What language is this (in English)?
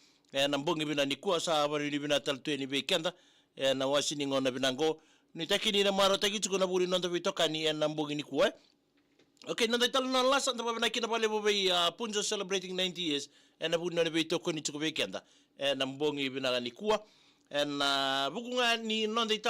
Fijian